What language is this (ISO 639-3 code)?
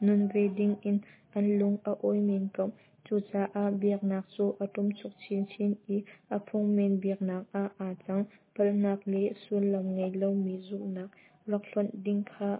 cnh